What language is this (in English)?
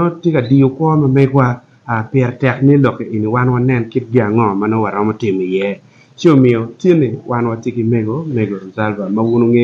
Acoli